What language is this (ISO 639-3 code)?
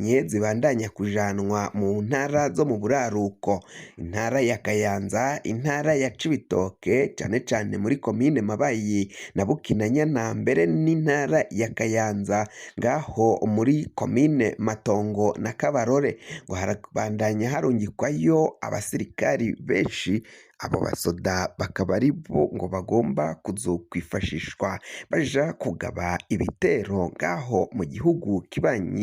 run